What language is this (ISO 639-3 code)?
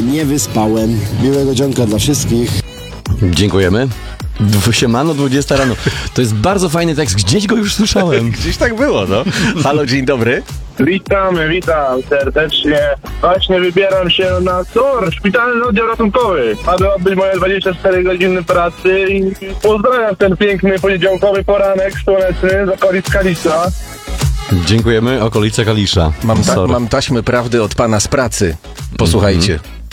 pol